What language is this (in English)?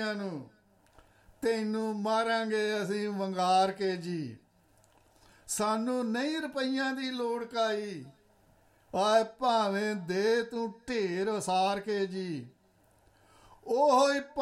Punjabi